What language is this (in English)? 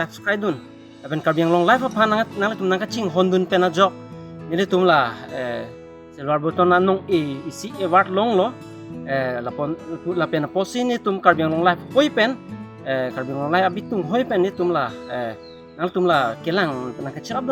Karbi